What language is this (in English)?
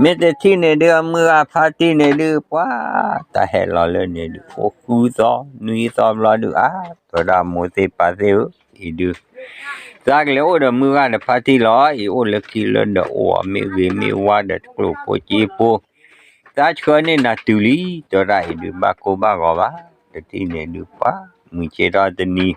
S'gaw Karen